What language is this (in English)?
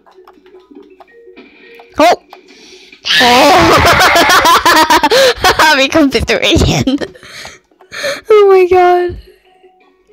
Swedish